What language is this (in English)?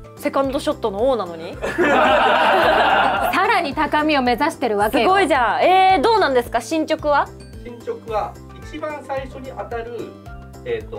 Japanese